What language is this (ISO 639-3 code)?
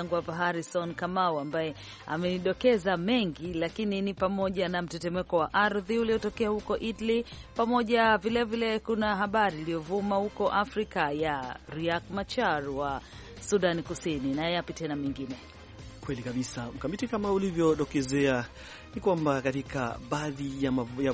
swa